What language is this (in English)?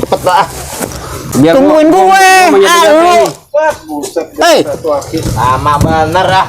Betawi